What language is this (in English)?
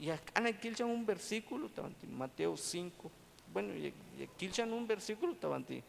Tzeltal